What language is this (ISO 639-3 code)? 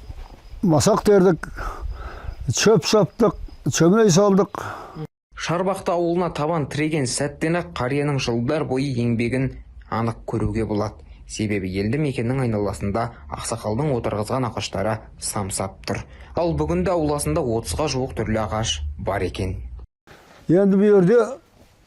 kaz